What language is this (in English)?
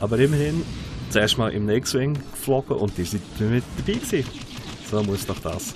Swiss German